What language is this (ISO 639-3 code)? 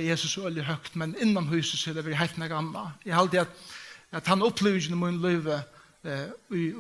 fao